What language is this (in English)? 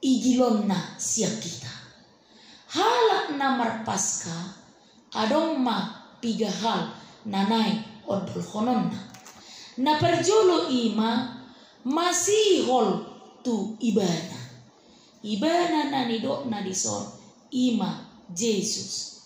Batak Toba